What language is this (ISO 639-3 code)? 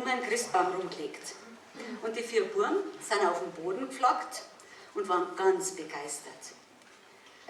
bar